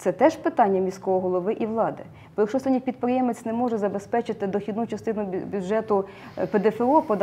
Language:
Ukrainian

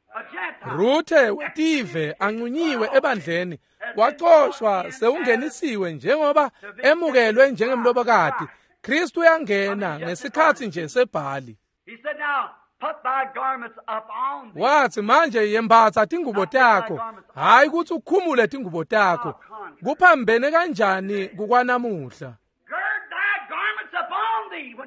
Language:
Swati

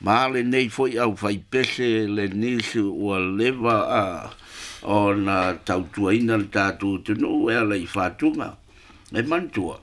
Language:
Samoan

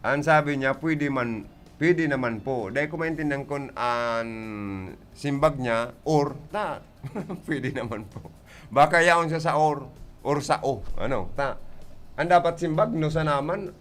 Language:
Bikol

